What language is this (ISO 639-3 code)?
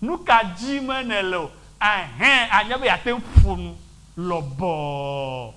ewe